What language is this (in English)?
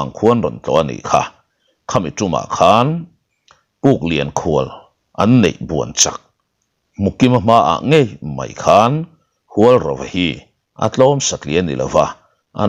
Mizo